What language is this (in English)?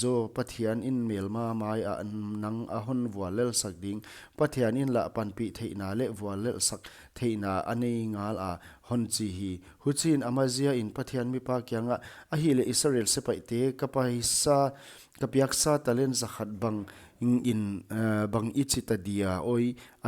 Paite Chin